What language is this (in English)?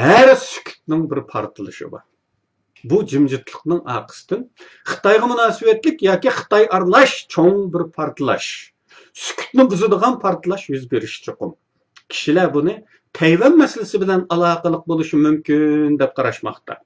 Uyghur